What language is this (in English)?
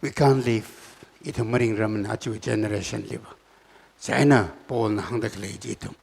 Tangkhul Naga (India)